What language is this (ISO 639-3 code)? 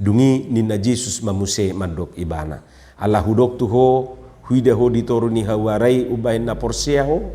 bbc